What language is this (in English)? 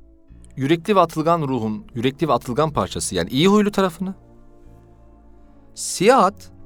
Turkish